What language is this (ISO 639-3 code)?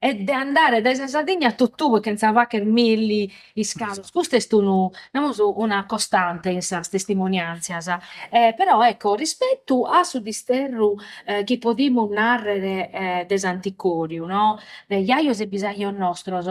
srd